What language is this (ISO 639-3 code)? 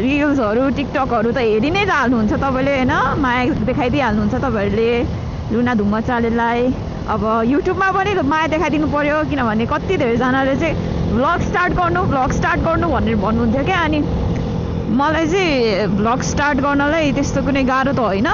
nep